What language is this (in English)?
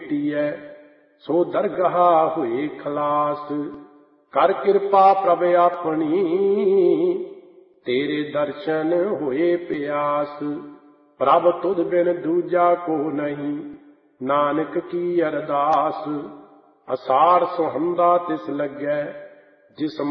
Punjabi